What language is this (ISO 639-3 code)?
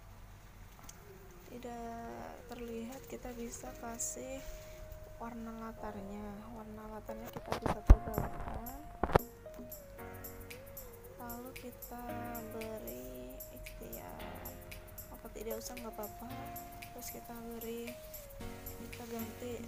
ind